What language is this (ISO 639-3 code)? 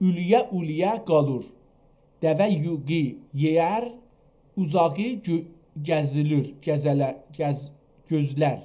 azb